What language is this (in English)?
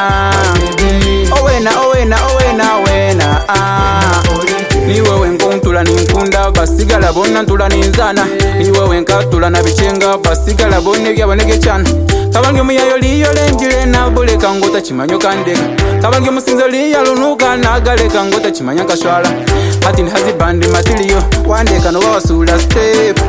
Kinyarwanda